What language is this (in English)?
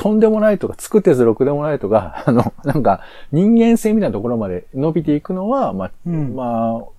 Japanese